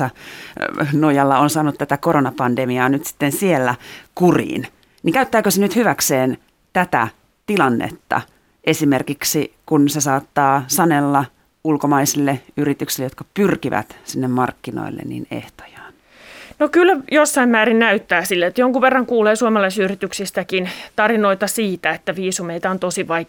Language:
Finnish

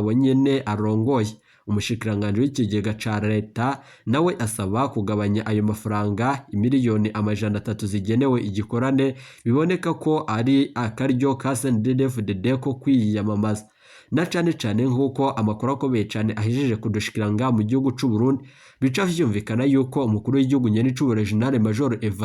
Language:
Rundi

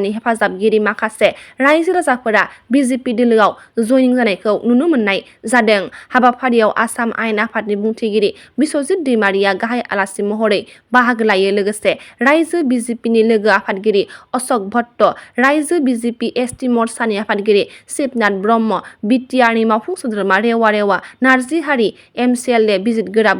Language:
Bodo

